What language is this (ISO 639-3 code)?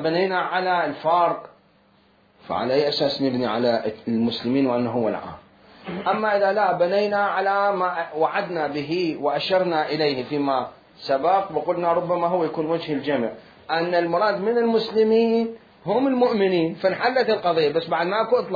acm